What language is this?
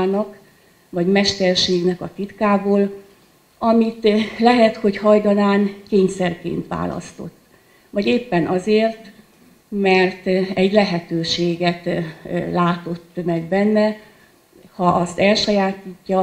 Hungarian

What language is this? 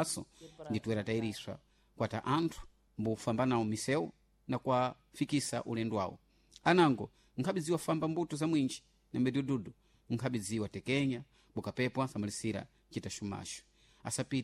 Sena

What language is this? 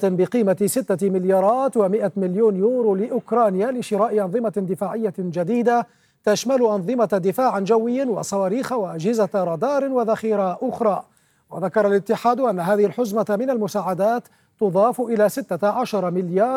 Arabic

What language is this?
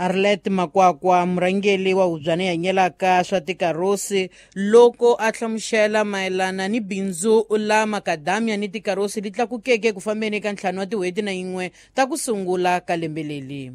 Tsonga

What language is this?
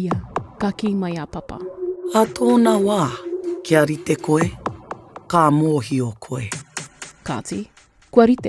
Māori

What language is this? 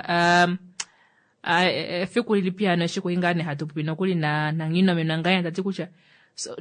Kuanyama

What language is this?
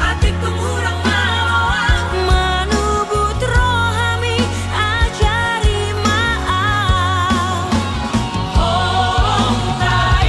Batak Toba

